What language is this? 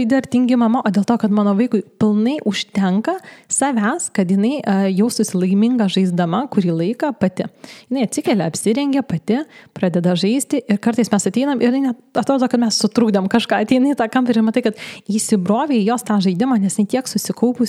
Lithuanian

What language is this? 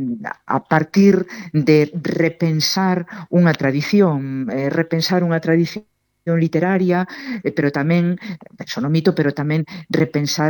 Galician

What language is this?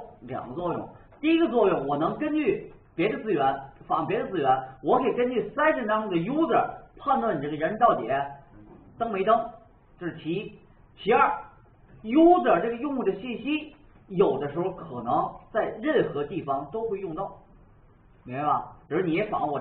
Chinese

